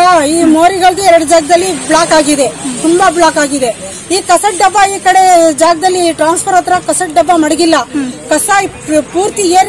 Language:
Kannada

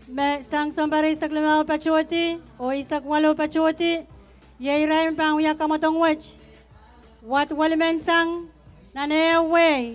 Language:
Pohnpeian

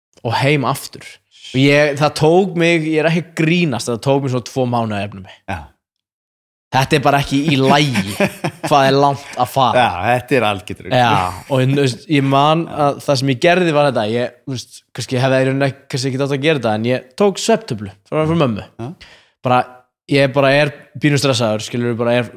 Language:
Icelandic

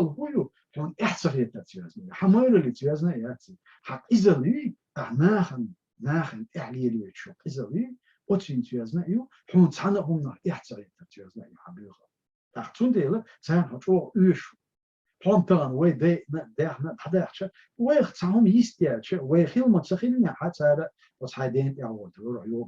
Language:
Chechen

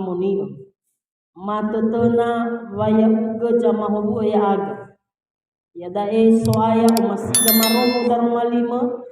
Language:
Nias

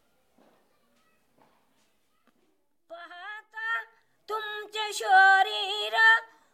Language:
Marathi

